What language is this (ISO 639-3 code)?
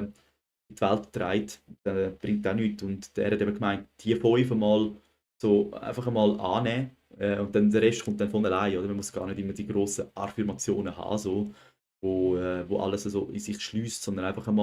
gsw